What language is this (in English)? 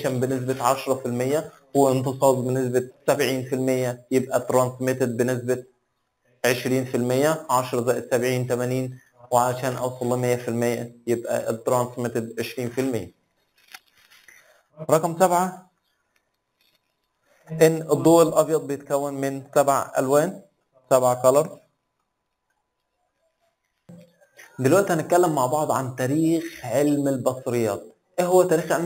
Egyptian Arabic